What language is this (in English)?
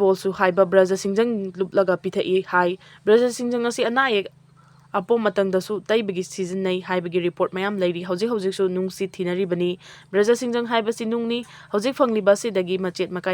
Manipuri